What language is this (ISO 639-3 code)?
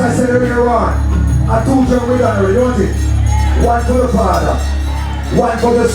jam